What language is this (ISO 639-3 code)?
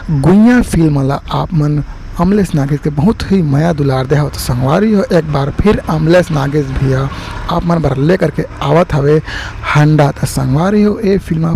hne